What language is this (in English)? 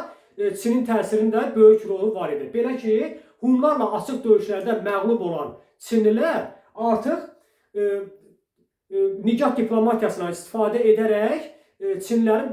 Azerbaijani